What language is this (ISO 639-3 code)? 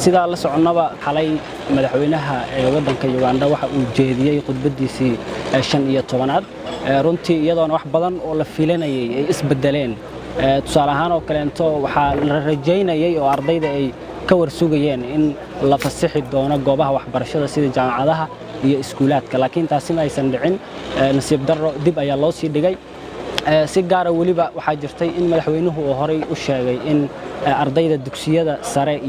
som